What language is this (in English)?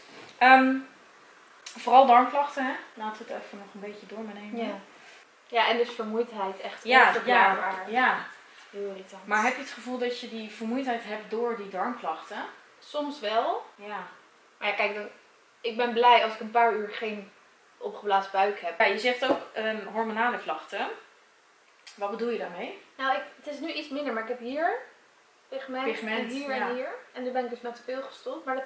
Dutch